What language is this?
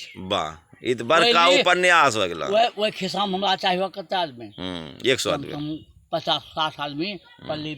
Angika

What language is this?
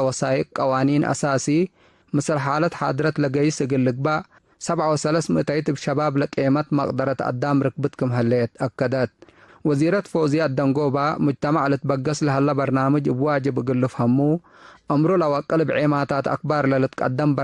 Tigre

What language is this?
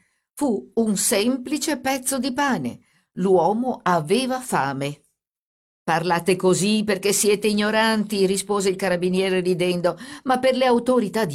Italian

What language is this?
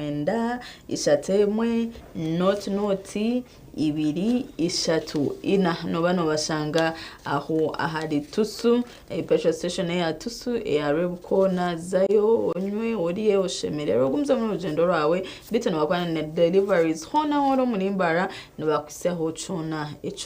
Nyankole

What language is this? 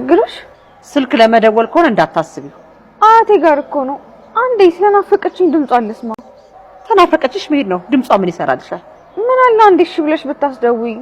Amharic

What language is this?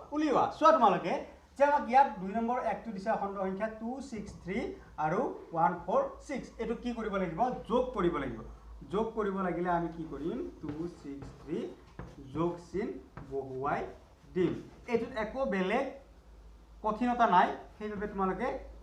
Assamese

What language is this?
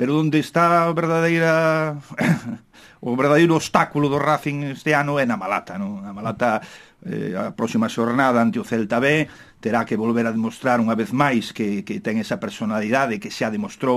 Galician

